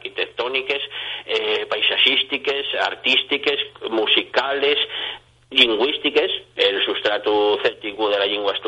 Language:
Asturian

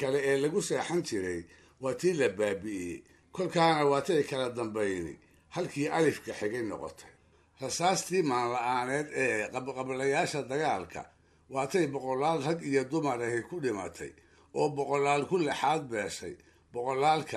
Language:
Somali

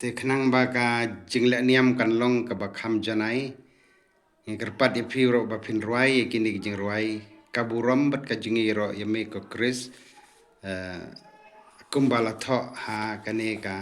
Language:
Khasi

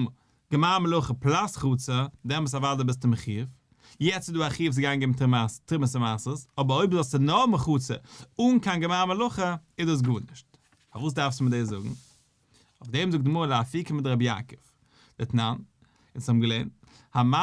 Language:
Yiddish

